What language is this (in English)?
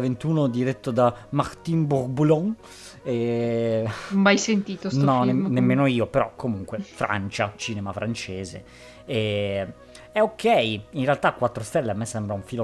Italian